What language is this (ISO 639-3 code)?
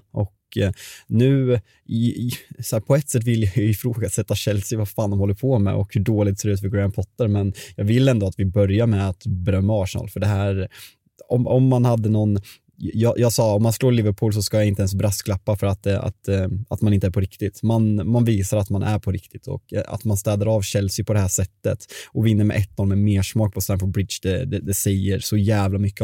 swe